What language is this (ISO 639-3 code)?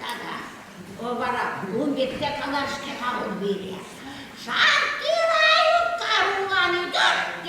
chv